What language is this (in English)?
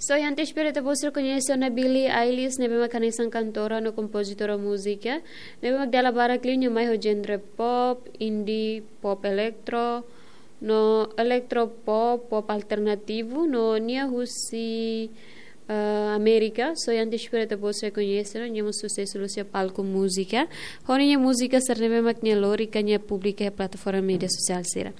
Tetum